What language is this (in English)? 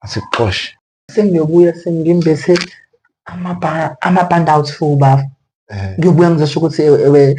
Zulu